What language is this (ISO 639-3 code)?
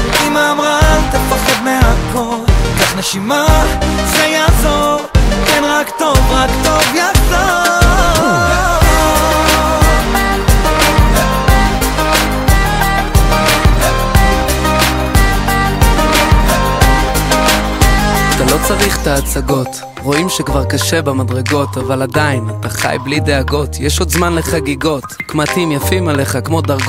heb